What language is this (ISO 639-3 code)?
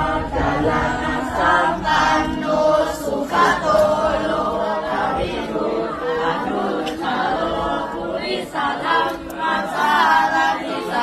pli